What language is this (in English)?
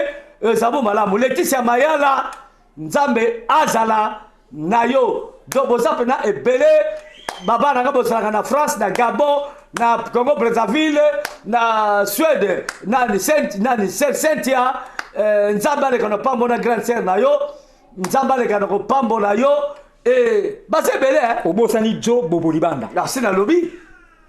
Lingala